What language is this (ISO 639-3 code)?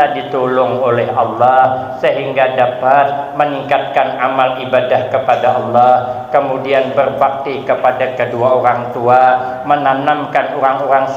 bjn